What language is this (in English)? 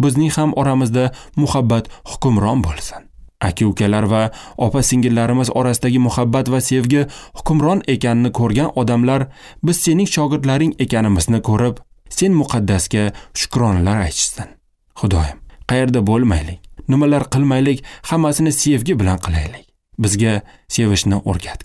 Uzbek